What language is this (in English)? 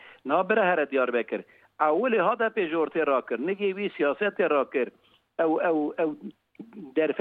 Kurdish